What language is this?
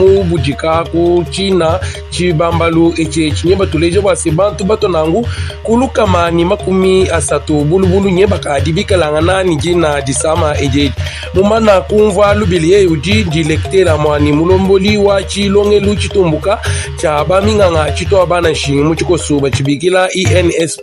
Luba-Lulua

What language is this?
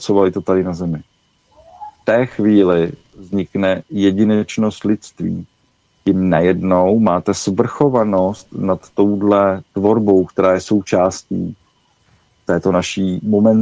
Czech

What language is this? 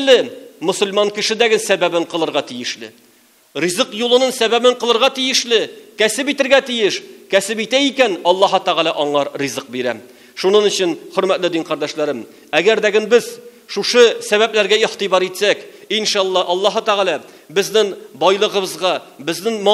Tatar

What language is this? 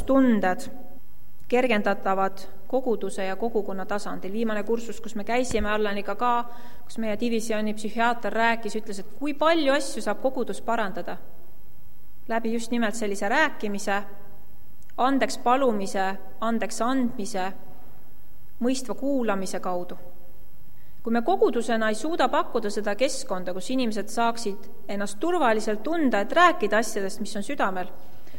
Estonian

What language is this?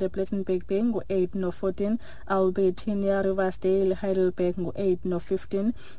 Xhosa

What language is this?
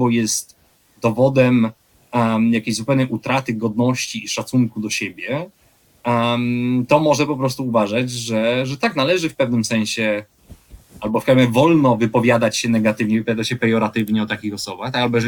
Polish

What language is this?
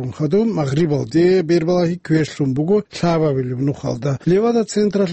Avaric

